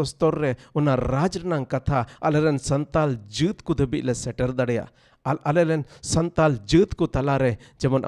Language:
Santali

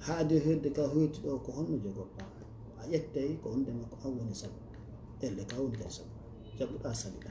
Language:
Fula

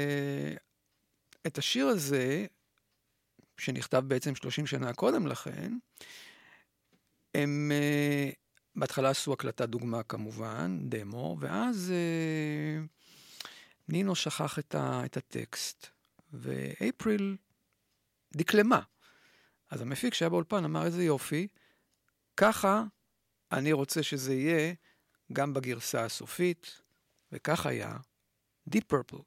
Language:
Hebrew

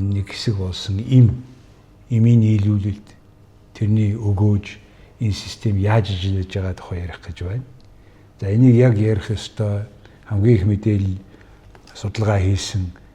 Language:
Mongolian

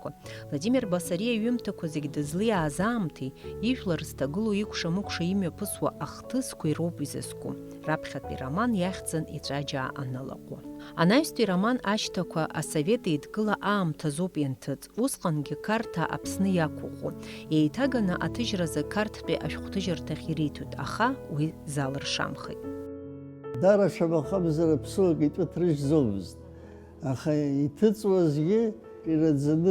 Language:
Abkhazian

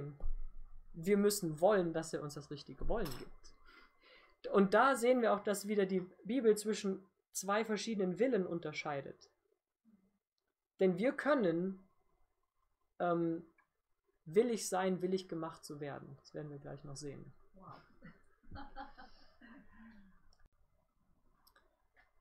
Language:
German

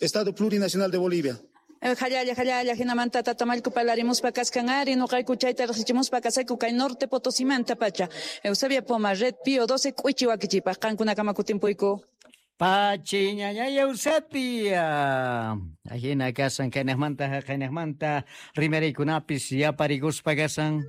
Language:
South Bolivian Quechua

